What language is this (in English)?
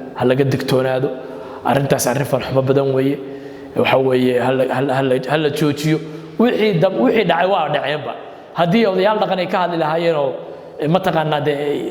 Somali